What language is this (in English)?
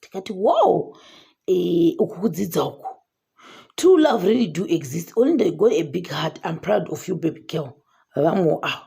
Shona